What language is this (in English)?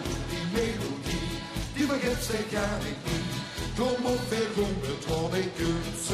Limburgish